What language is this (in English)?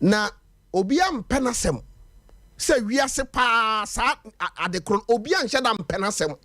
Akan